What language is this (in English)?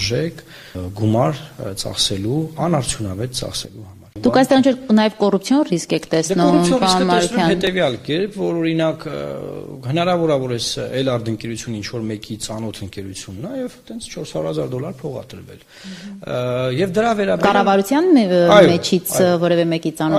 Armenian